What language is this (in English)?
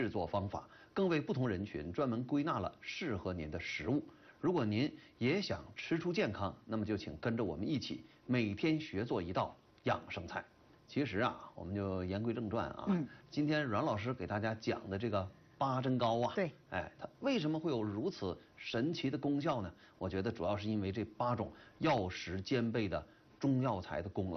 Chinese